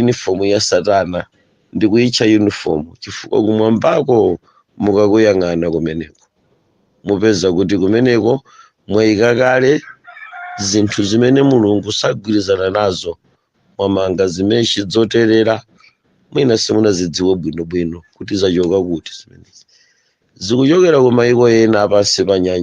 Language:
Nyanja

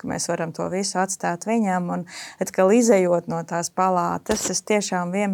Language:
Latvian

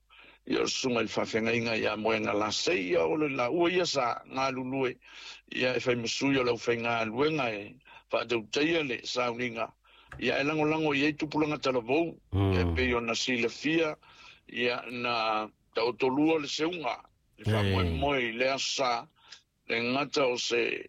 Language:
Samoan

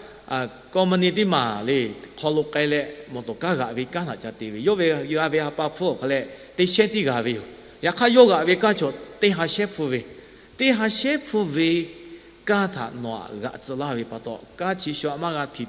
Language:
Lahu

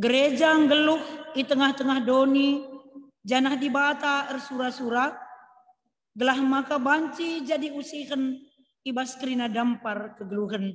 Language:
Batak Karo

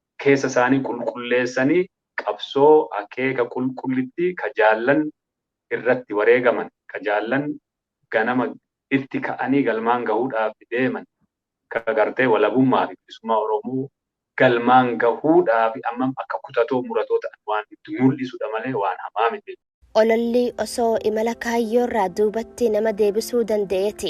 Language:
Oromo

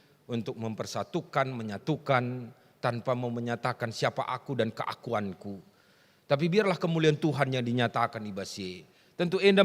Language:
Batak Karo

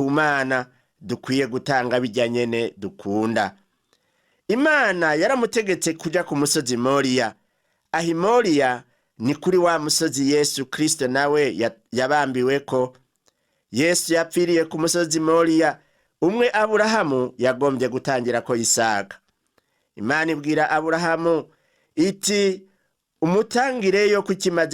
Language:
Rundi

